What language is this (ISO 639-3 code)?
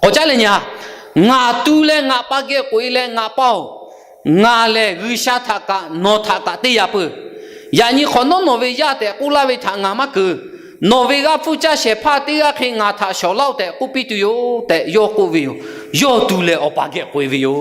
lhu